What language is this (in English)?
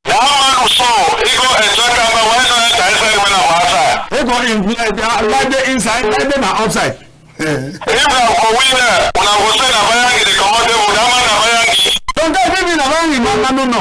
Cameroon Pidgin